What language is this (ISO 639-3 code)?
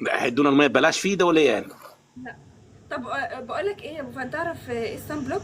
arz